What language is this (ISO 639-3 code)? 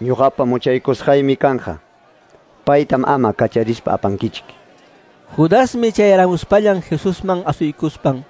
que